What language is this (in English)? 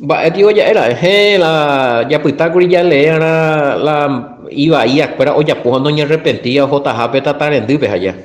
Guarani